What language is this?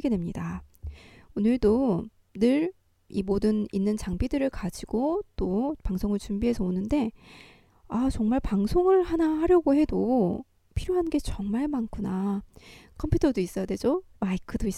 Korean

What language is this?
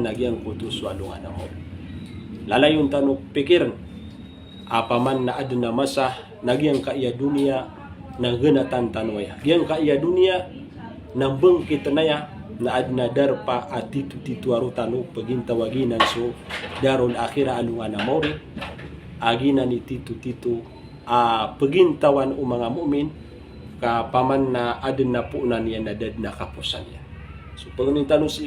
Maranao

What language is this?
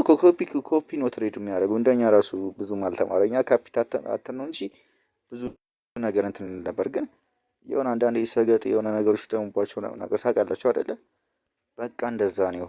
Amharic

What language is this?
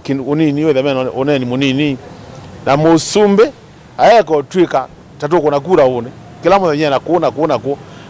Kamba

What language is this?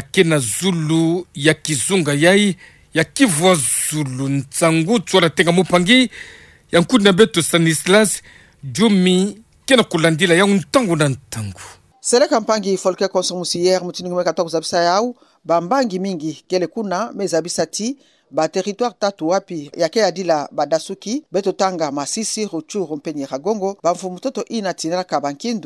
Kituba (Democratic Republic of Congo)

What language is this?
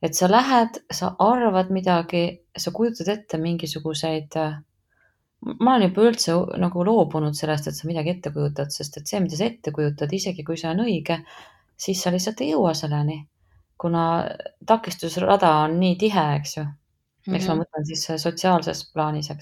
Estonian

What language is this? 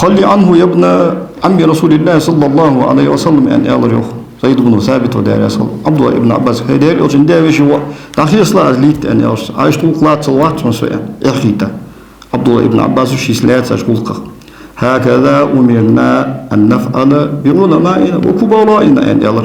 Ingush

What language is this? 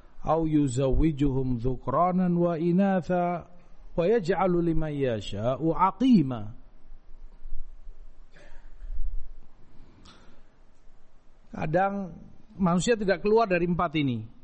Indonesian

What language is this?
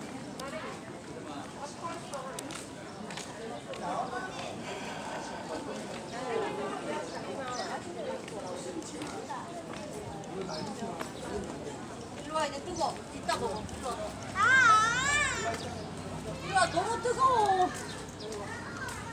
Korean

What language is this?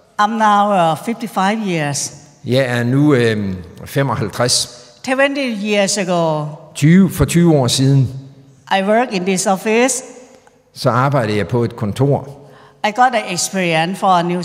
Danish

